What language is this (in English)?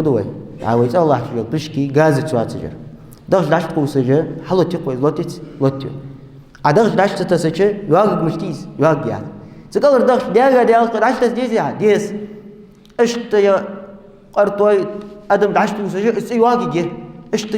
Ingush